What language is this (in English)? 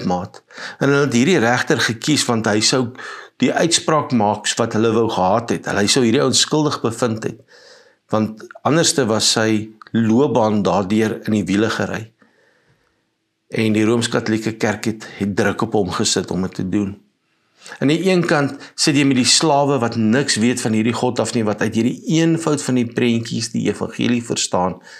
Afrikaans